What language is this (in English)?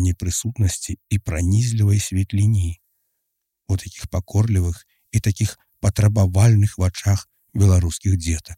Belarusian